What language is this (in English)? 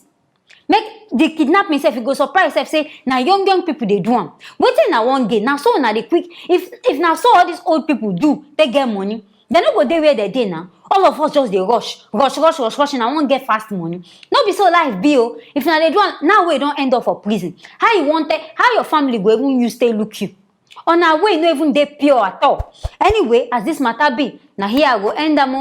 Nigerian Pidgin